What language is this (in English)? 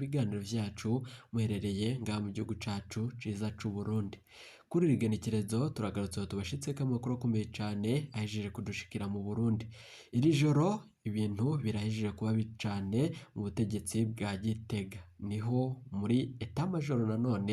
Rundi